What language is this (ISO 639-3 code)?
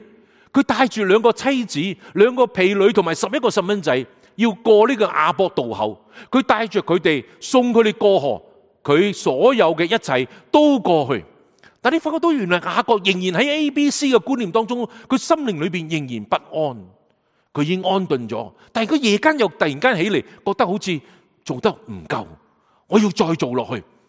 yue